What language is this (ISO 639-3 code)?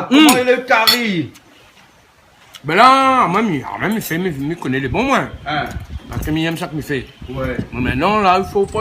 rcf